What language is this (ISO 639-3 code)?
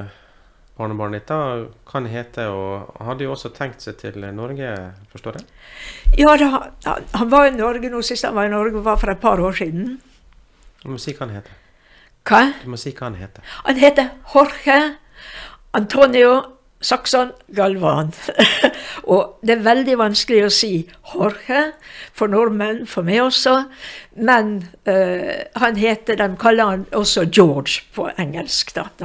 nor